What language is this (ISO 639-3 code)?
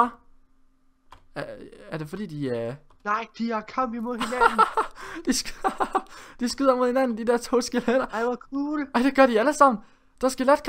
dan